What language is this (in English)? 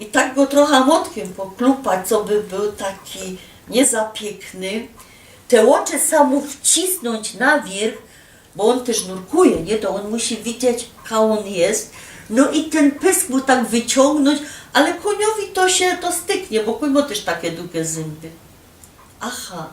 Silesian